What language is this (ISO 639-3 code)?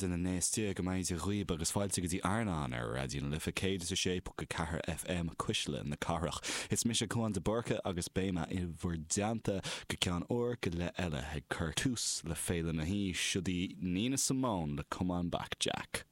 gle